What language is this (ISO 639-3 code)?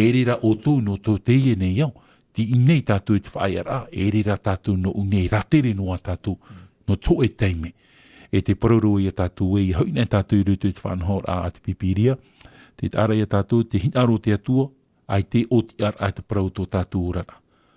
tah